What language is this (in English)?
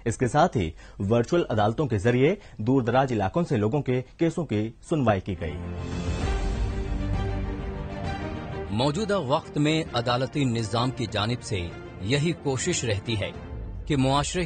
Urdu